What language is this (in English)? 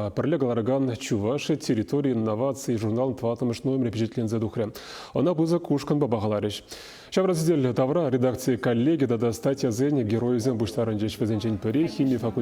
Chuvash